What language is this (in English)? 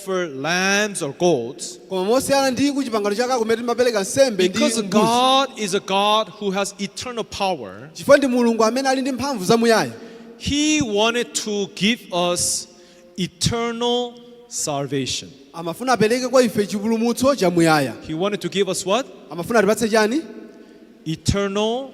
Nyanja